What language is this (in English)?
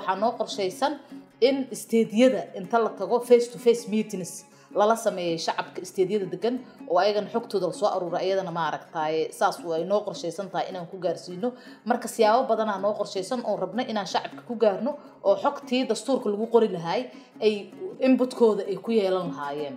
Somali